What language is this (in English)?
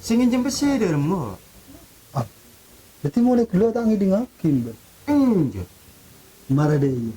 Madurese